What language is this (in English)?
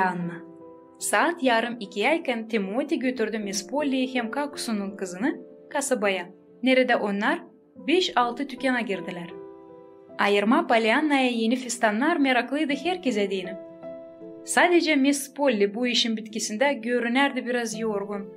Gagauz